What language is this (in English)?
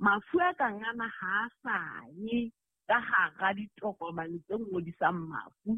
Southern Sotho